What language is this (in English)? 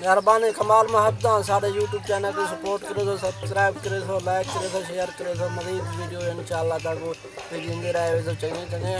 Saraiki